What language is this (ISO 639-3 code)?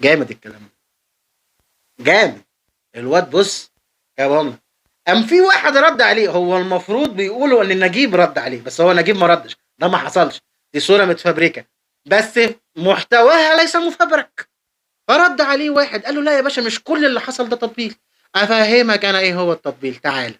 arz